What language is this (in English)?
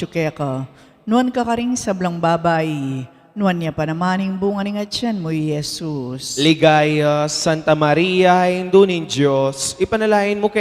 Pampanga